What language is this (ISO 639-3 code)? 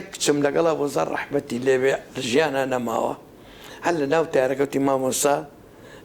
ckb